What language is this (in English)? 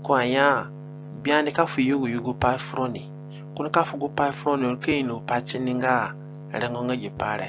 Zande (individual language)